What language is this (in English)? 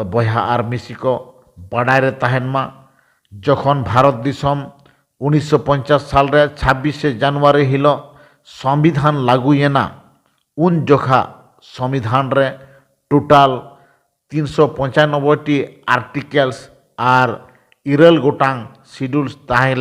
Santali